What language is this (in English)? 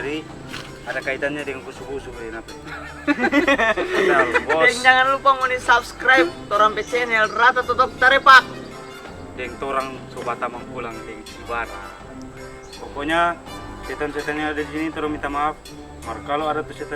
Manado Malay